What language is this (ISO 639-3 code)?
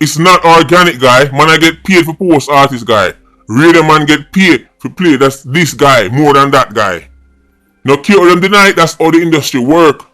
jam